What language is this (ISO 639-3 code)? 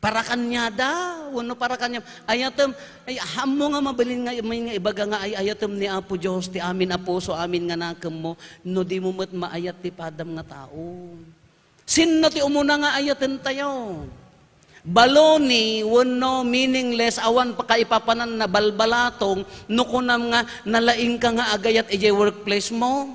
ilo